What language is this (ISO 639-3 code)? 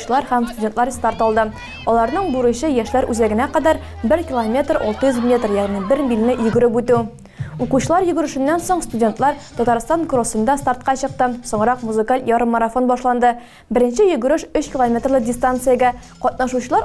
tat